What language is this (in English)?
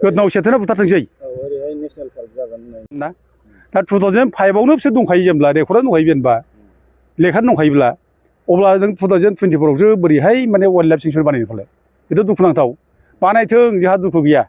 Bodo